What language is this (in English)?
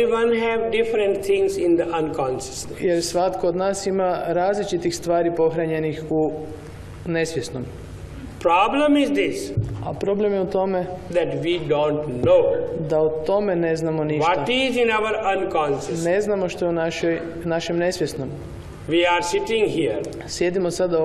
Croatian